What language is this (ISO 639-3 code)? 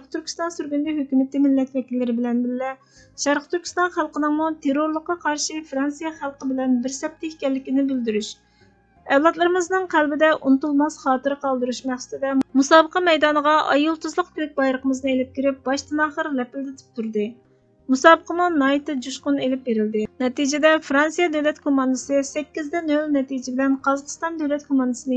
uig